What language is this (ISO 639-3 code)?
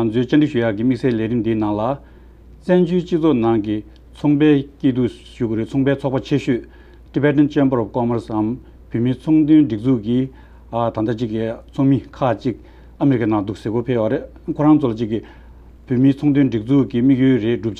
bod